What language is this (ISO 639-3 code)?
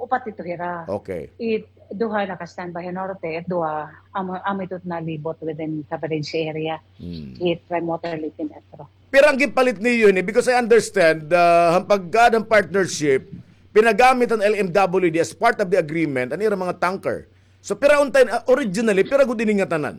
war